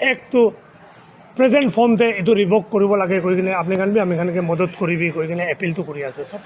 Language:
Naga Pidgin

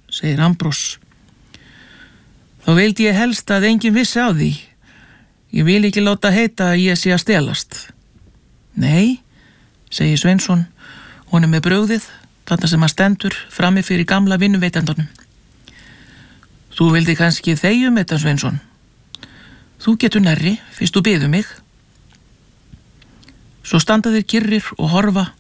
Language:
Icelandic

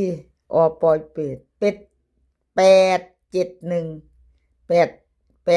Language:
Northeastern Thai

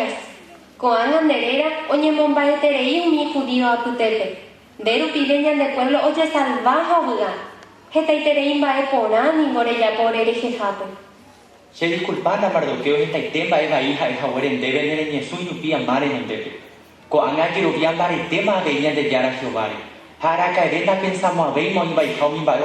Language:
Guarani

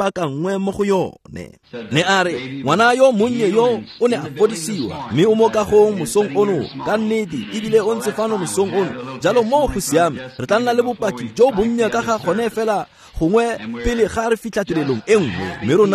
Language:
Tswana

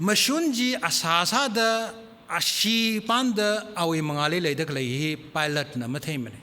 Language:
Tangkhul Naga (India)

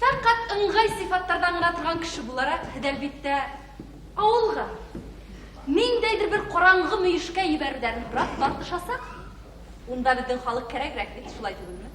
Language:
Bashkir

